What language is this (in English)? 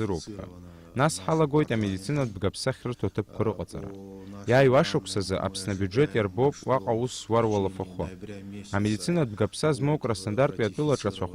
Abkhazian